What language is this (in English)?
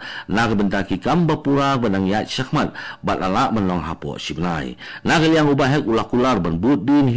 Khasi